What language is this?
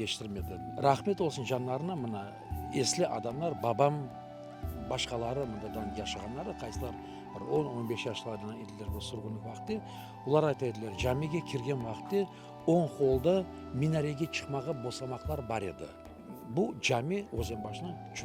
Crimean Tatar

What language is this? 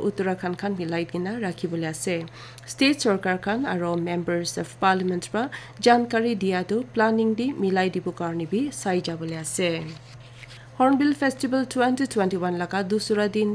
Naga Pidgin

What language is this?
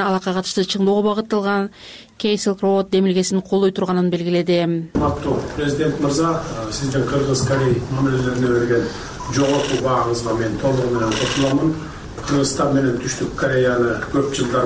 Kyrgyz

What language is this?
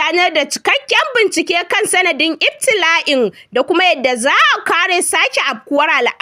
Hausa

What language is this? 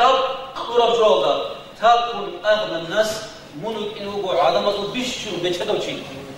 Avaric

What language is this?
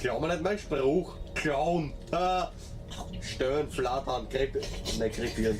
Bavarian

